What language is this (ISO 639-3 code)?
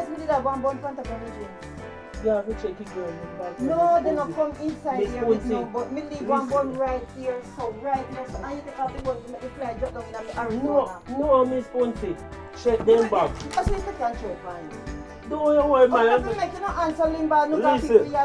jam